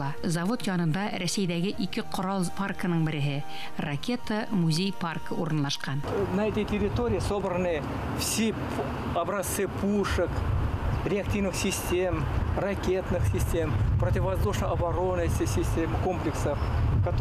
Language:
Bashkir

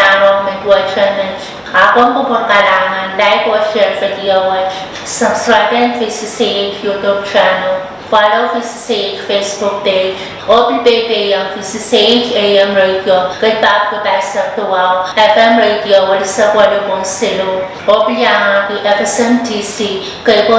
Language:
Pohnpeian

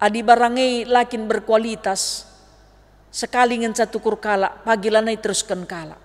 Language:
Batak Karo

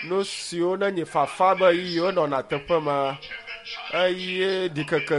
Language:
Ewe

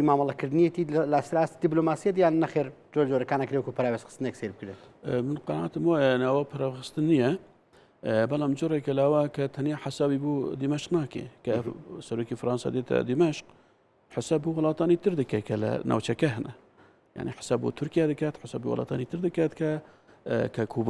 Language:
Central Kurdish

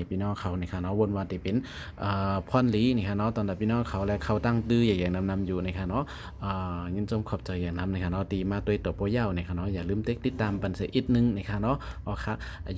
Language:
Shan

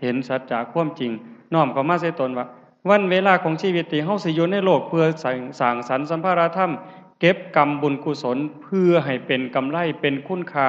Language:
Lao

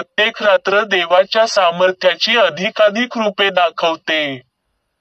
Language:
Marathi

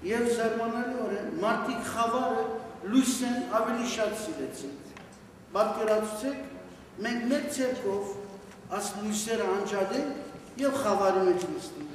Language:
Western Armenian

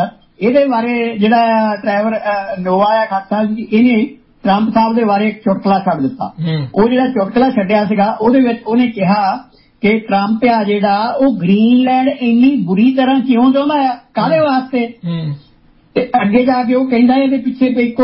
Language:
Punjabi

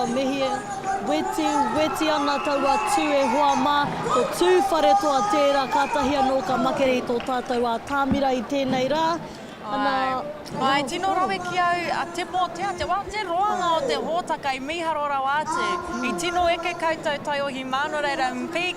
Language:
Māori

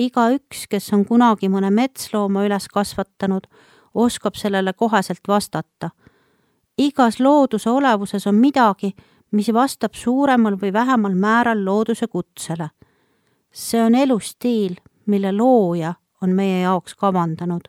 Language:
Estonian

